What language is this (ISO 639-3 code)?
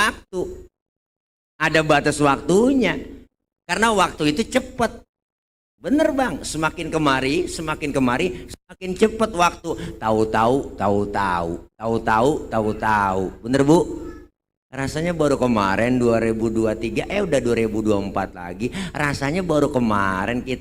bew